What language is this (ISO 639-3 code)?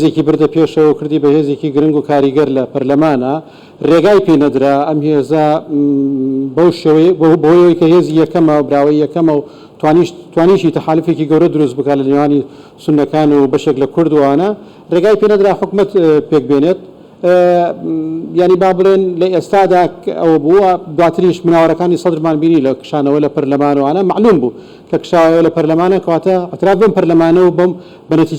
ckb